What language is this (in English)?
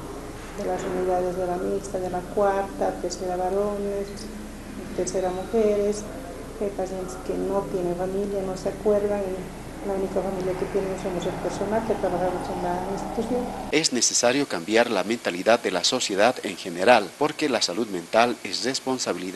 Spanish